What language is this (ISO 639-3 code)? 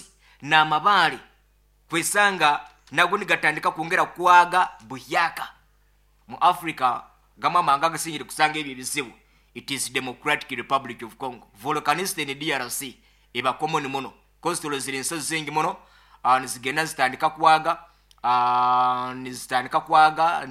nyo